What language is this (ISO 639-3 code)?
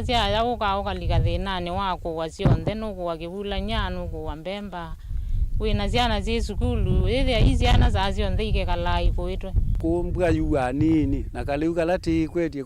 kam